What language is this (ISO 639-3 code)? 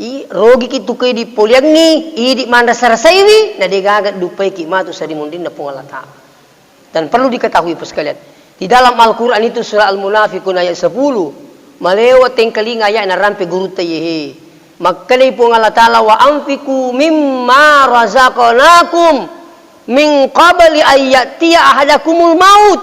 bug